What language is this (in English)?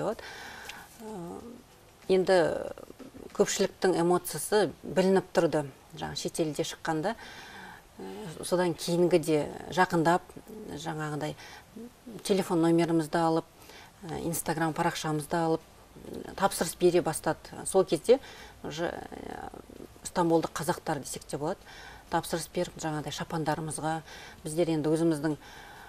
Kazakh